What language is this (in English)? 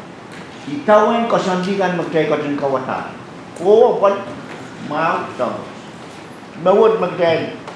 Pohnpeian